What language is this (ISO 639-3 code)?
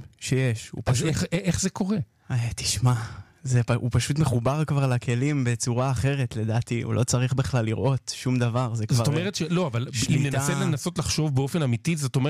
heb